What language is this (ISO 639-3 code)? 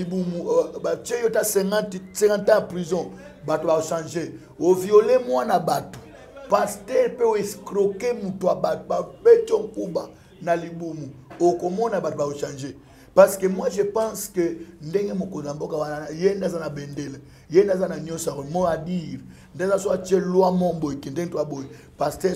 lin